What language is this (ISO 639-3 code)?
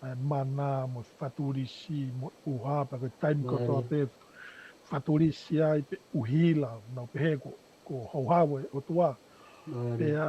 ton